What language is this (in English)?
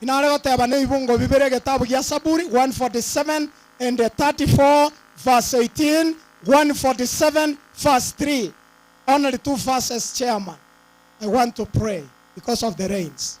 Gusii